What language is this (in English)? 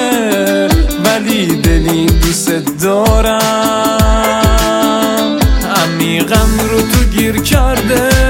Persian